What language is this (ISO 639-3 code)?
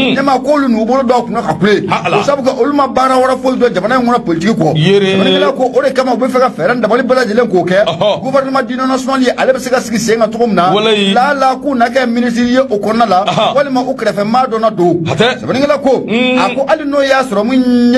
bam